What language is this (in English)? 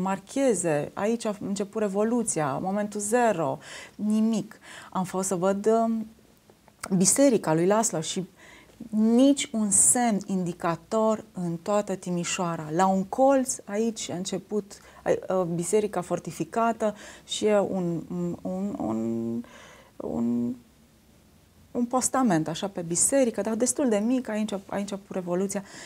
Romanian